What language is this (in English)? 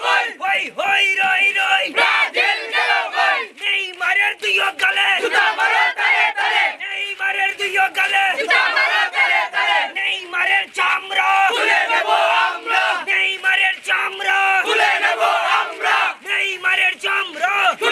Bangla